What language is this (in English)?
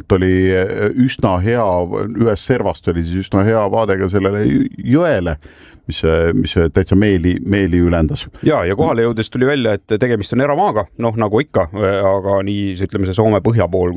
Estonian